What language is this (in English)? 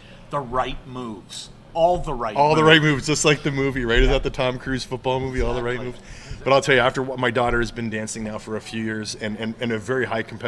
English